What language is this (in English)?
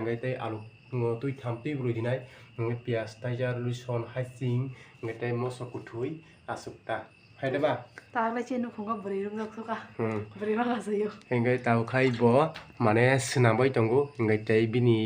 Kok Borok